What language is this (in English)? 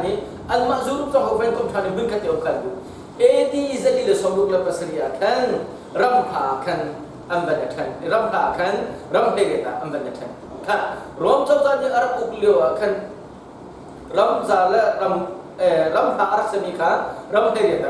Hakha Chin